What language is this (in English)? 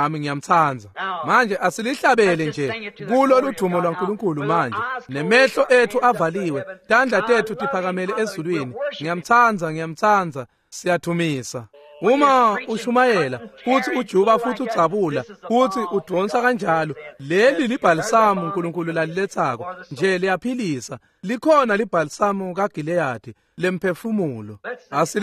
Swati